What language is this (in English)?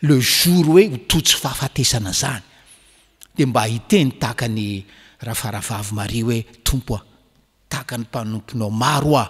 Malagasy